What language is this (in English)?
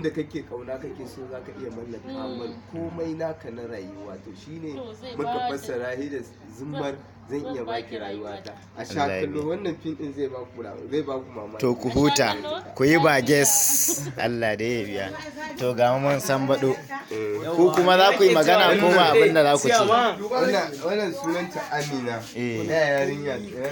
Hausa